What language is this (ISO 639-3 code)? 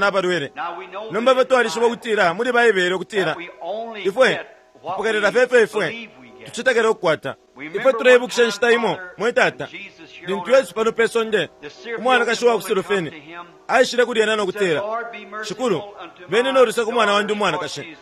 bem